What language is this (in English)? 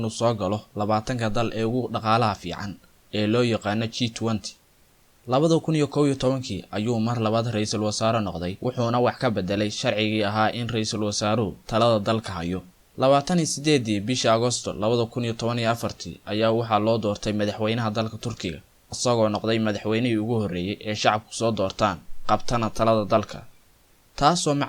Somali